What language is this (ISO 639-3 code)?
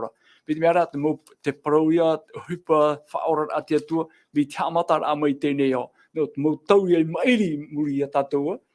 tah